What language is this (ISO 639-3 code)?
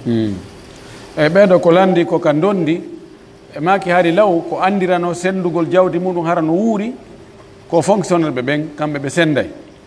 fuf